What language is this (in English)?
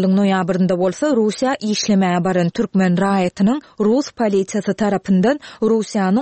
Turkmen